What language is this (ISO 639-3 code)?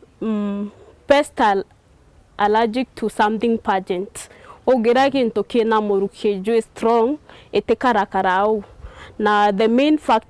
mer